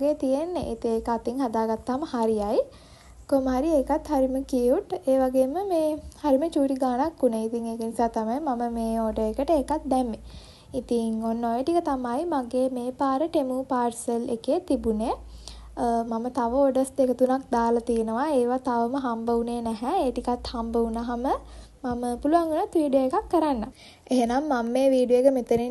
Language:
Sinhala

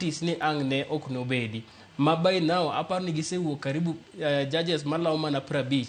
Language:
Luo (Kenya and Tanzania)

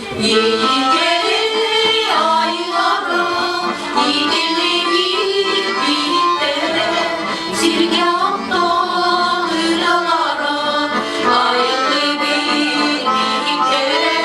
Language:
Yakut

